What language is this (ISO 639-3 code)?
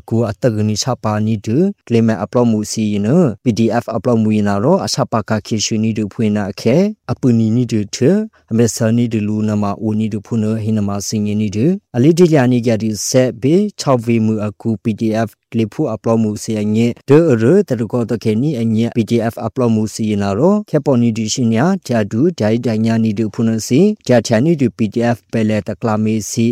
mya